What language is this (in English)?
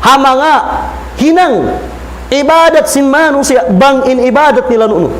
Tausug